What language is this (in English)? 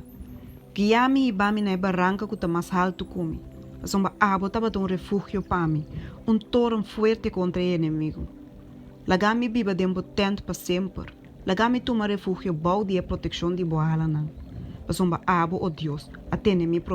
Papiamento